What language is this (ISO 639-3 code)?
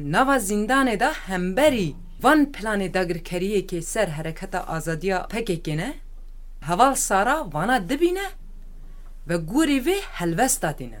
kur